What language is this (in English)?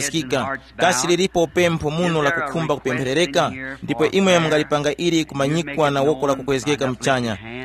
Tumbuka